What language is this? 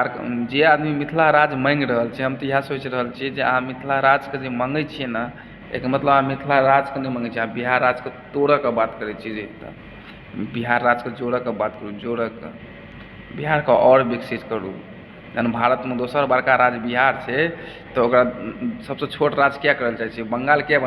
Maithili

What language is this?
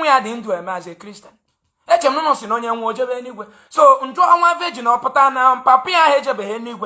Igbo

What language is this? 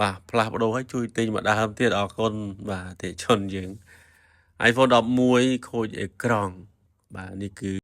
Khmer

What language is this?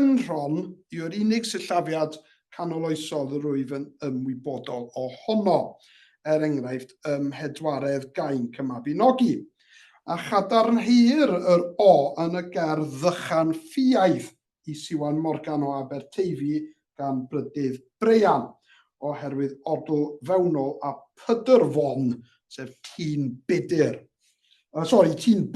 Welsh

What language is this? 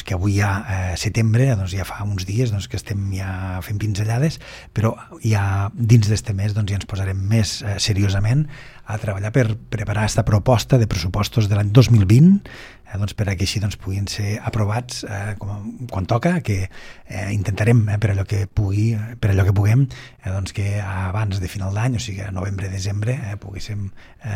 Catalan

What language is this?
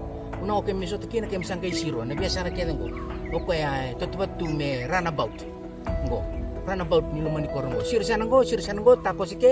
Fijian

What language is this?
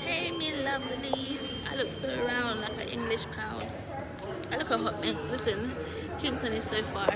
Jamaican Creole English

